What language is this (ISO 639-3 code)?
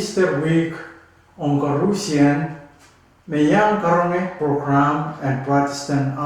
pon